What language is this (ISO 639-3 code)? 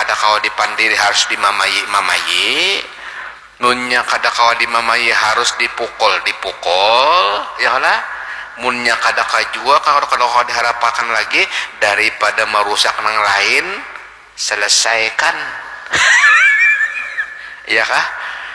bjn